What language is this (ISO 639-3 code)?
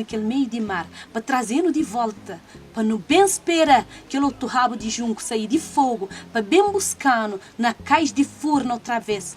kea